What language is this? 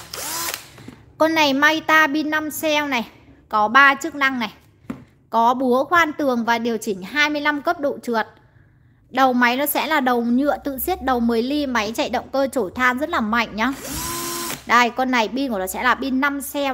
Vietnamese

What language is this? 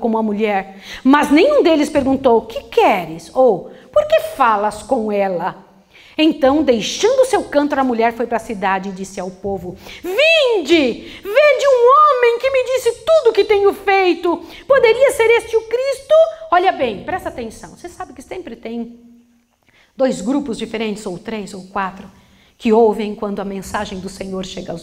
Portuguese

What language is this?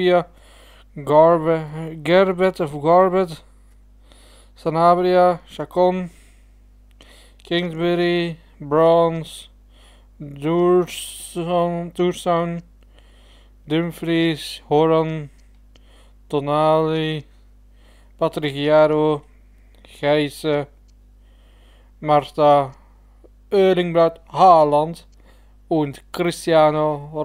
Dutch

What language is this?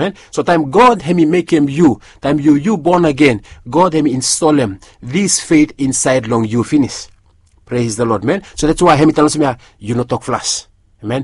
Bislama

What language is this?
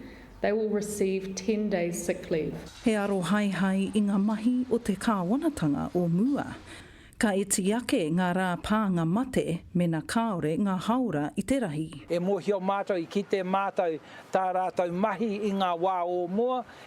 Māori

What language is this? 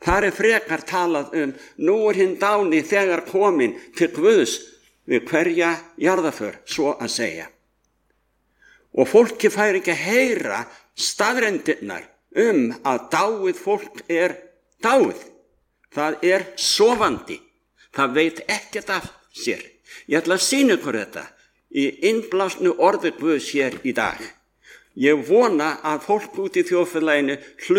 Icelandic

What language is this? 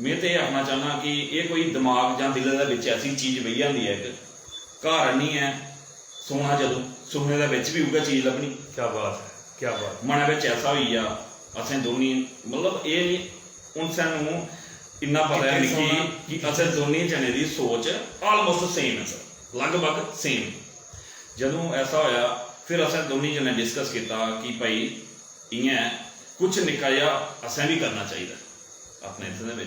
Dogri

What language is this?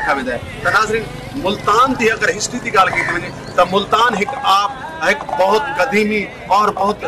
Saraiki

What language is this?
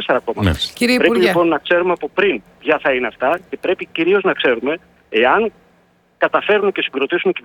Greek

